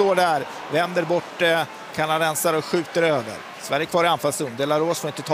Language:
Swedish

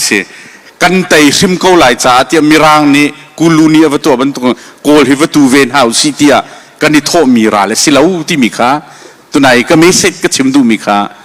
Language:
Hakha Chin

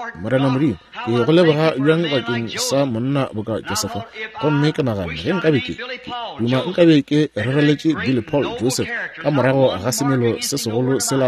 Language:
Northern Sotho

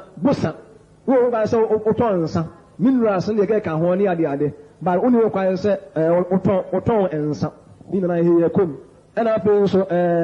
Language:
Akan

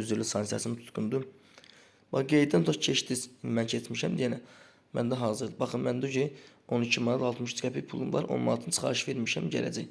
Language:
Azerbaijani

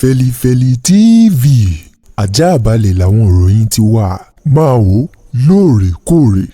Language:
Yoruba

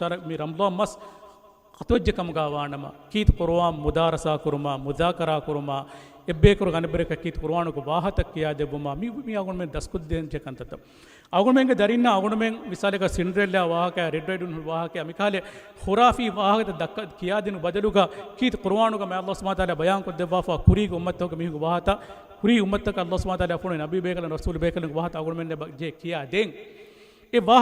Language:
Divehi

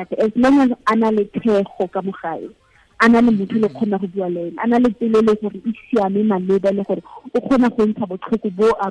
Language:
Tswana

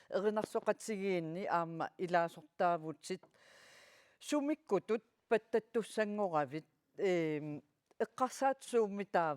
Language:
Kalaallisut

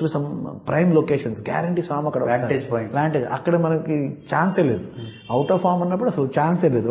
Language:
Telugu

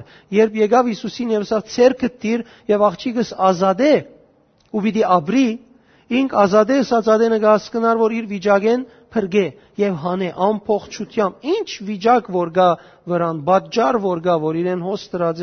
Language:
Western Armenian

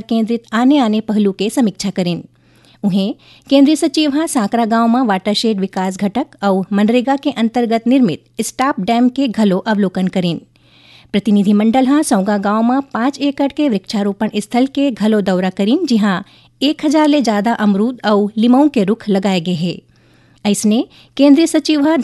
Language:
Chhattisgarhi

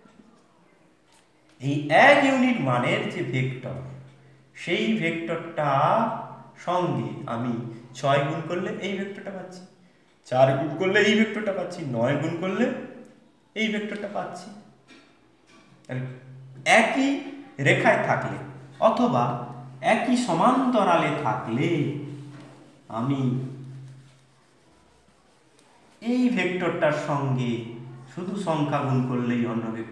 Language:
Bangla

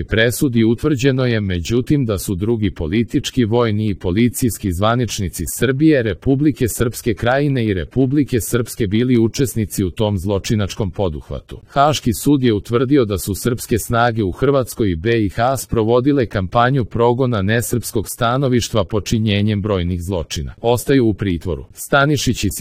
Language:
Serbian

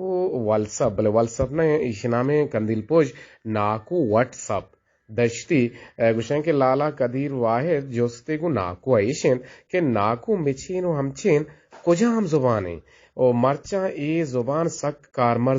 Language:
Eastern Balochi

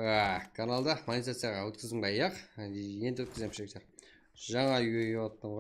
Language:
Kara-Kalpak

